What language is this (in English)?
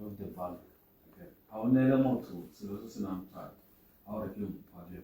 Tswana